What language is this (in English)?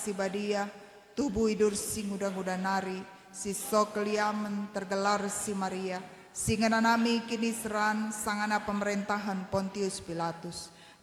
Batak Karo